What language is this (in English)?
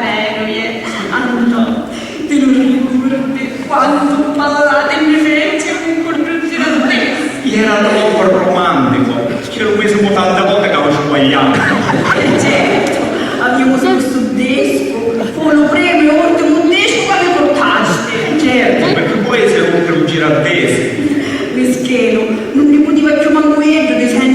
Sicilian